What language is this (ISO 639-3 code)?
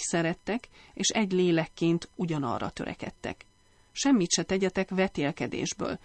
hun